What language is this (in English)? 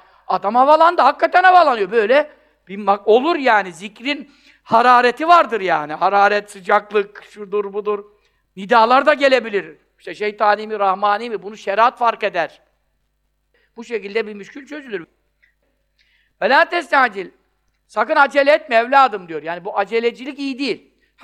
Turkish